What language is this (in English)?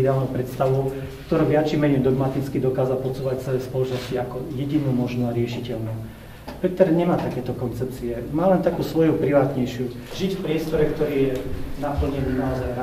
Slovak